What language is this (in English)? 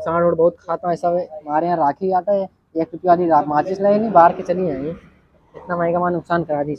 Awadhi